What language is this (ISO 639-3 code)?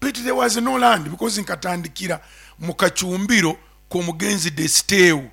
nyo